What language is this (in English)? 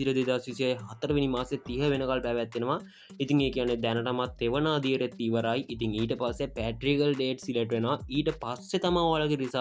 Sinhala